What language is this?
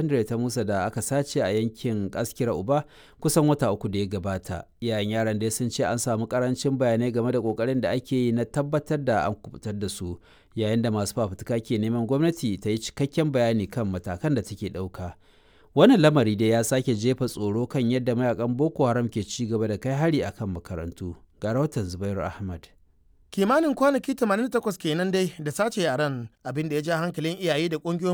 Hausa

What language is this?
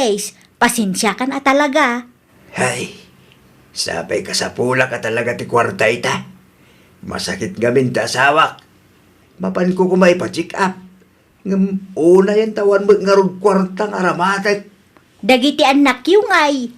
Iloko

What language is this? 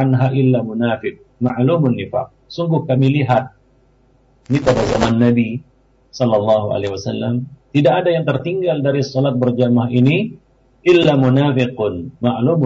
Indonesian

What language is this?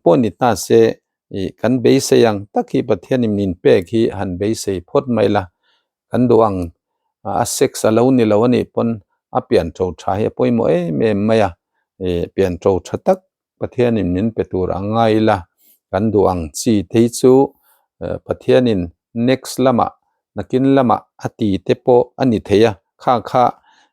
Mizo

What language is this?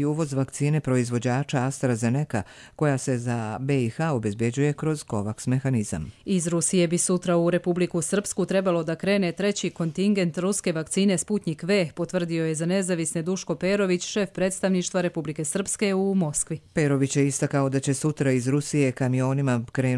Croatian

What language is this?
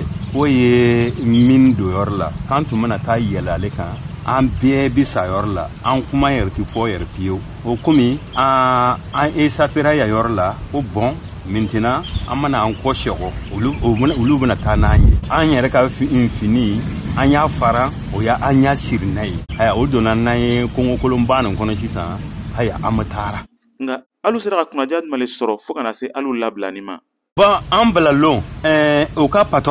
Bambara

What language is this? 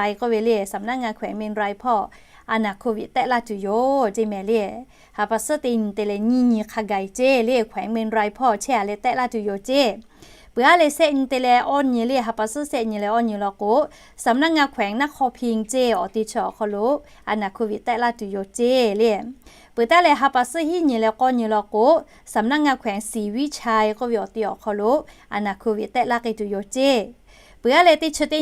Lahu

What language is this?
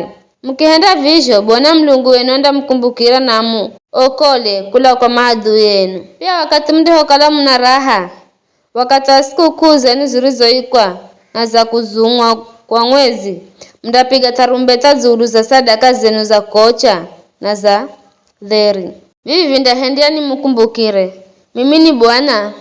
Giryama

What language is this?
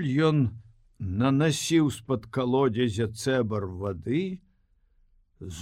Belarusian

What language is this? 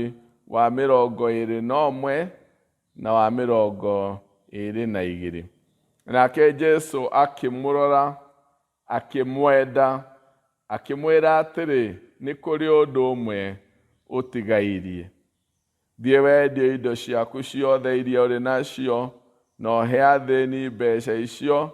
Kikuyu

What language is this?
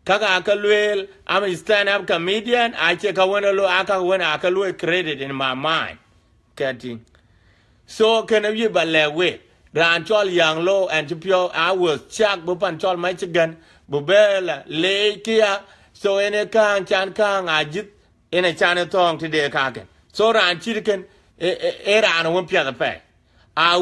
Dinka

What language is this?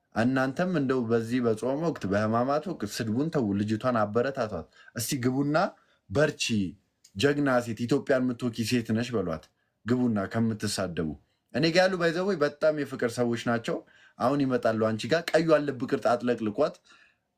Amharic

